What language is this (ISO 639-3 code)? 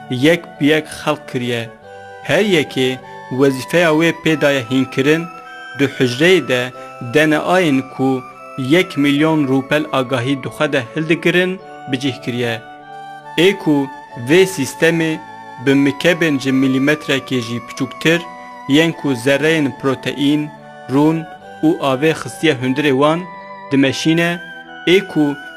kur